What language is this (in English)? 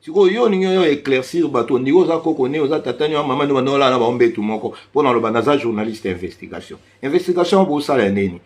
Lingala